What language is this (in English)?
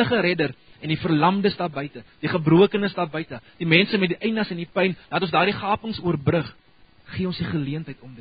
Afrikaans